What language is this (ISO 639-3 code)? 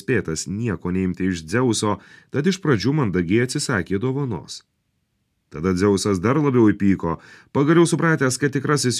lit